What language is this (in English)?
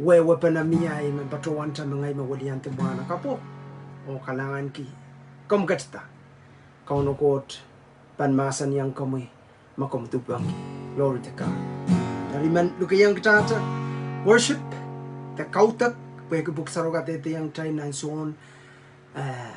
Pohnpeian